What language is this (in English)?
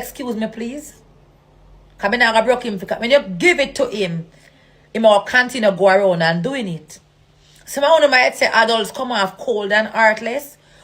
Jamaican Creole English